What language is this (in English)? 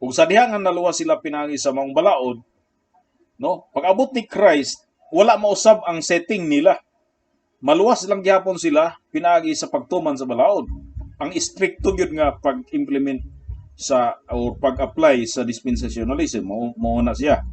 Cebuano